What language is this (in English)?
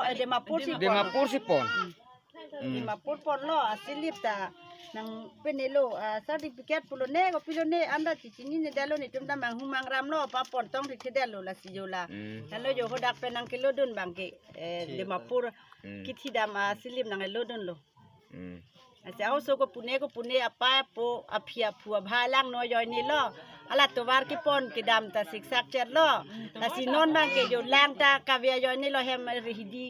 Karbi